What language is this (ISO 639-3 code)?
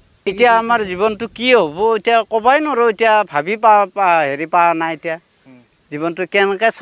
asm